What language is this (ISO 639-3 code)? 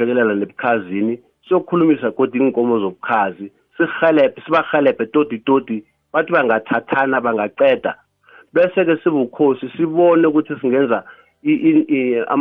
nbl